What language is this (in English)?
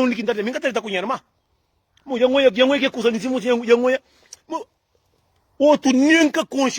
Kabuverdianu